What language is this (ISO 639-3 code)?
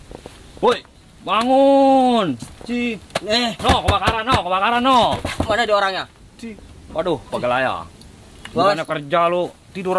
bew